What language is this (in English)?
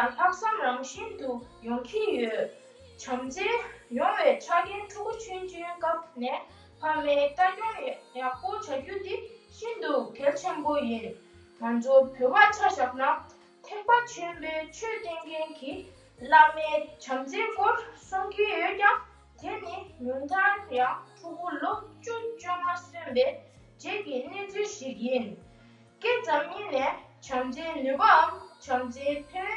Tibetan